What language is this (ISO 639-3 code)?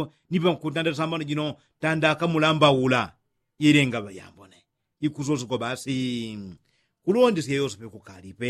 yao